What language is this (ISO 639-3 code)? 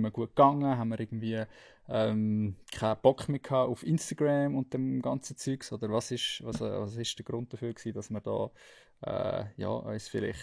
gsw